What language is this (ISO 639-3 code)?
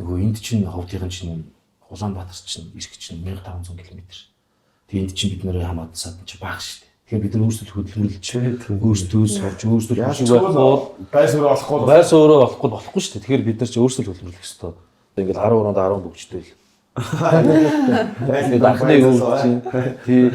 mon